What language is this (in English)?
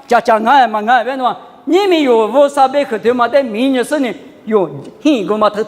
Lisu